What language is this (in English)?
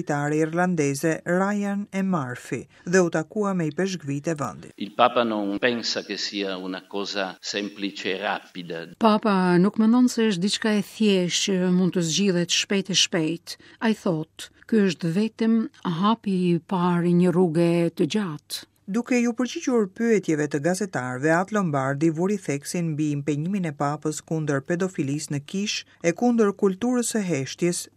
Albanian